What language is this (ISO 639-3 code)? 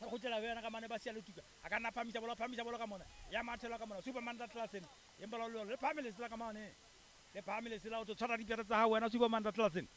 sot